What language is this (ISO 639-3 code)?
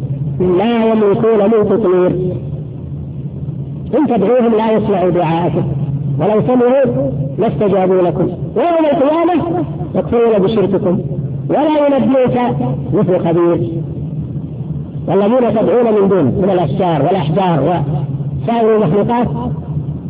ara